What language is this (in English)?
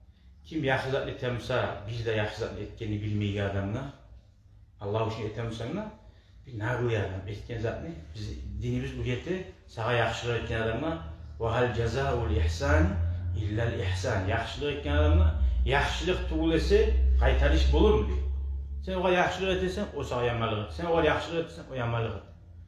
Kumyk